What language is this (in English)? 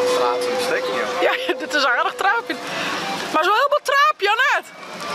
Western Frisian